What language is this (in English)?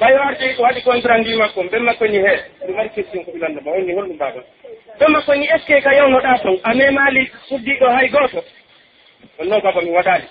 Pular